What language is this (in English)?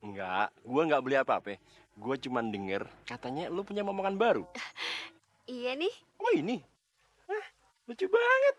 Betawi